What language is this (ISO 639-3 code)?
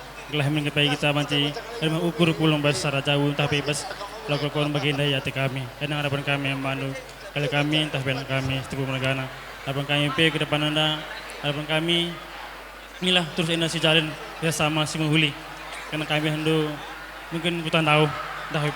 btx